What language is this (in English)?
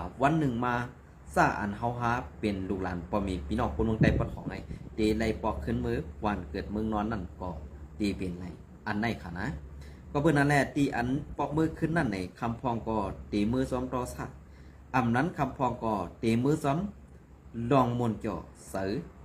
Shan